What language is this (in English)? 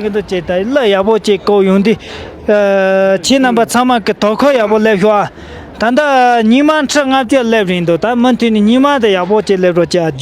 Tibetan